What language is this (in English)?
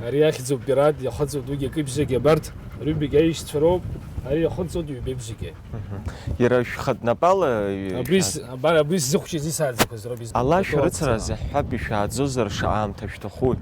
Abkhazian